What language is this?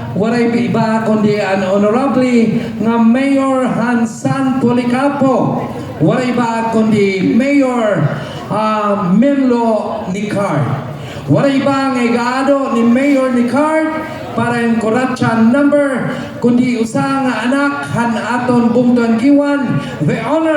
Waray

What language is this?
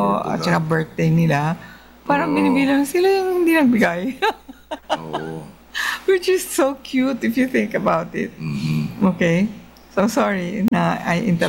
Filipino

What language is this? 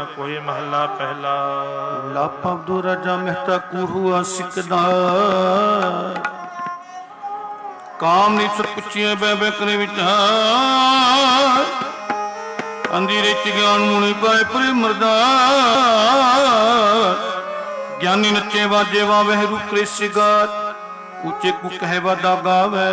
Punjabi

